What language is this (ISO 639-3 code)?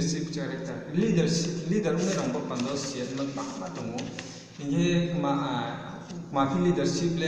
ria